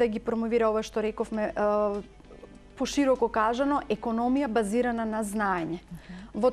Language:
Macedonian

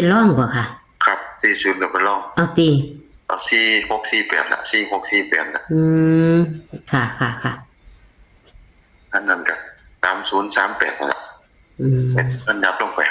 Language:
Northeastern Thai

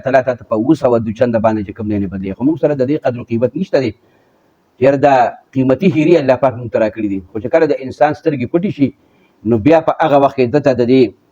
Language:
Pashto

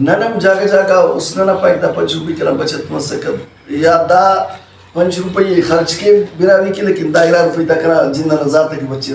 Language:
Brahui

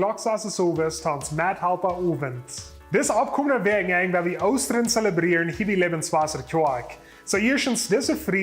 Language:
Plautdietsch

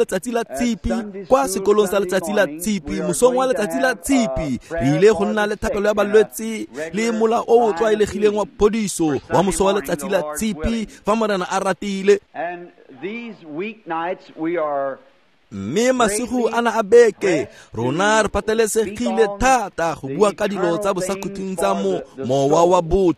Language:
Tswana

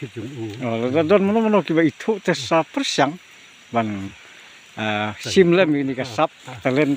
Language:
Khasi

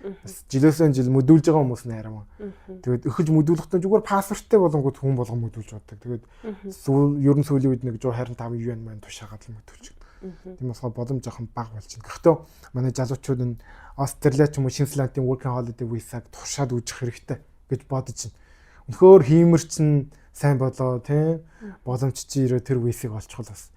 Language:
Mongolian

